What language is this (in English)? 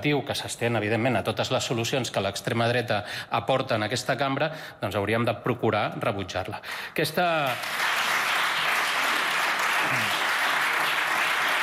Catalan